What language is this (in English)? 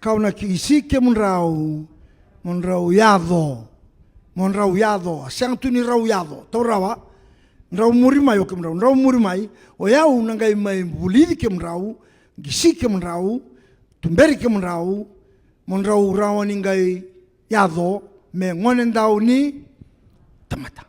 Fijian